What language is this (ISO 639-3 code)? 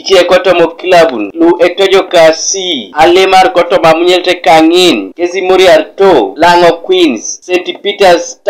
teo